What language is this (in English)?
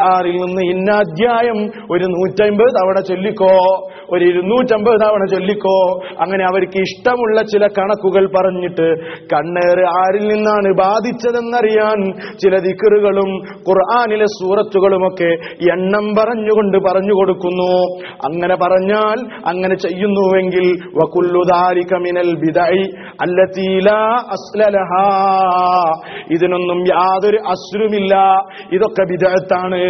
Malayalam